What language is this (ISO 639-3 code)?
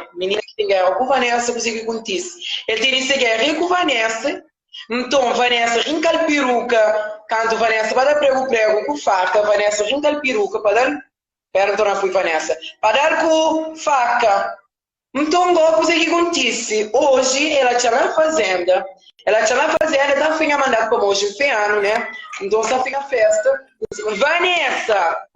kea